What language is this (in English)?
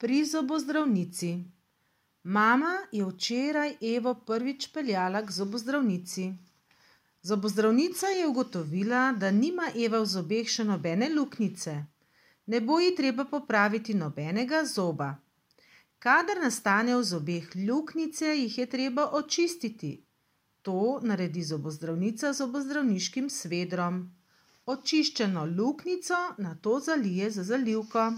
Slovenian